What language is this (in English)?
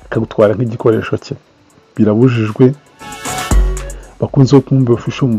Kinyarwanda